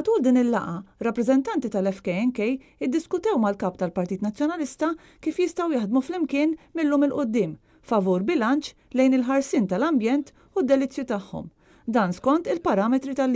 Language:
Maltese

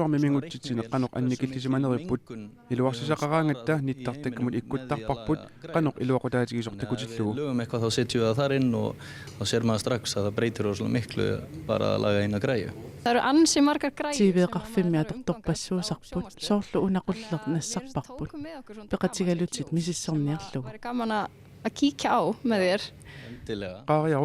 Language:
Kalaallisut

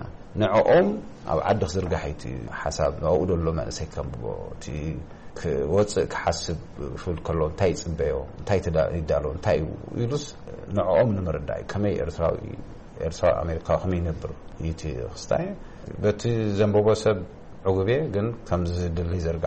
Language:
Tigrinya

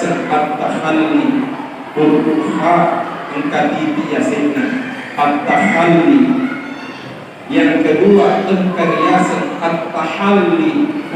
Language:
Buginese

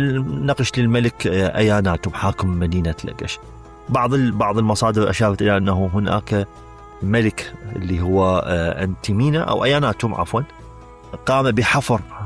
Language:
Mesopotamian Arabic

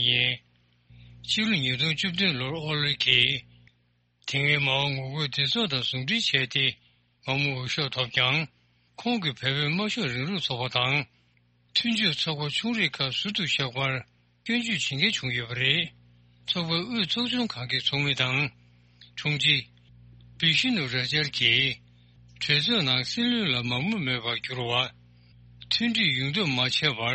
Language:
Tibetan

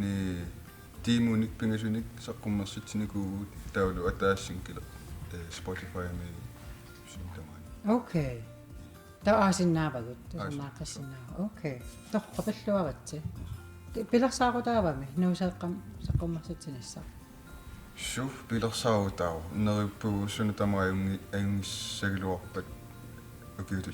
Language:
Kalaallisut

